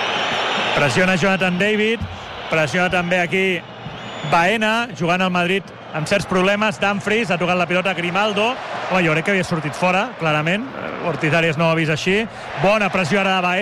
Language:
Catalan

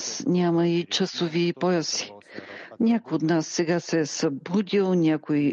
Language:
Bulgarian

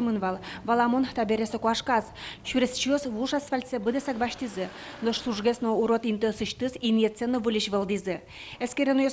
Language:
Udmurt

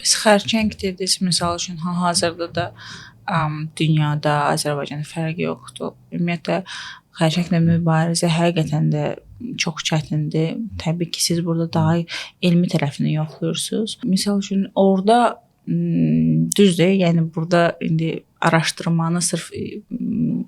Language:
Azerbaijani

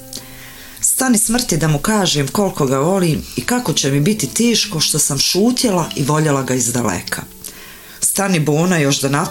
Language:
Bosnian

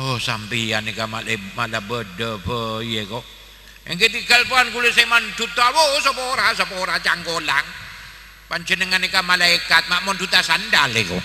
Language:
Madurese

